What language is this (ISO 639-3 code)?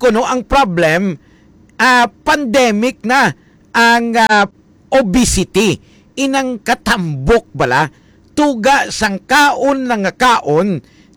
hil